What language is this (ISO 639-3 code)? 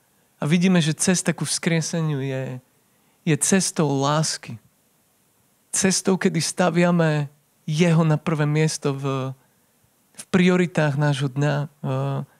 slk